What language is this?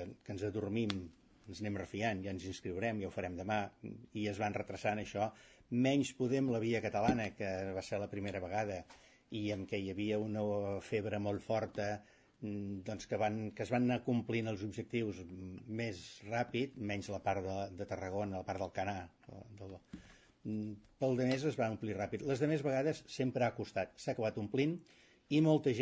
Catalan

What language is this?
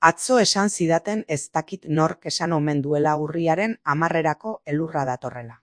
Basque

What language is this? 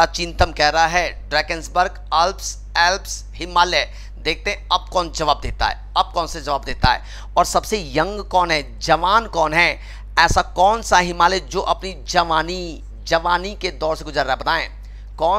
Hindi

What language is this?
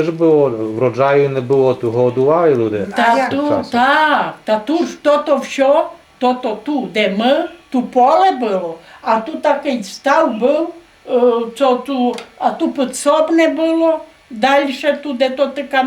Rusyn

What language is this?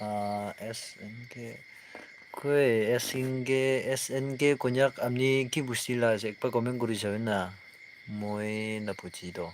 Naga Pidgin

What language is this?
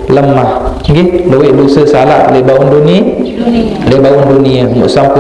Sasak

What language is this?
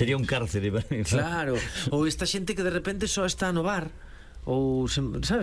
Galician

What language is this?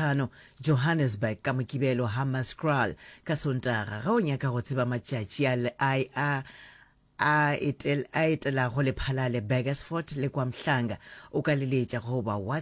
Northern Sotho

